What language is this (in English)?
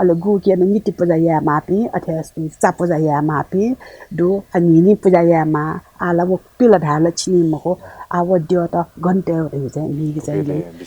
Newari